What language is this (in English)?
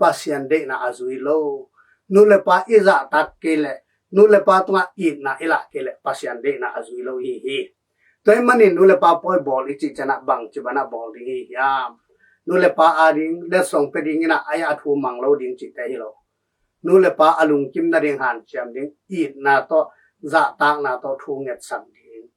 Tedim Chin